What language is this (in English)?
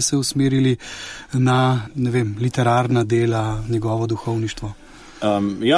Slovenian